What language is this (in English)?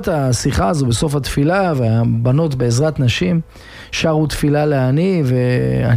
Hebrew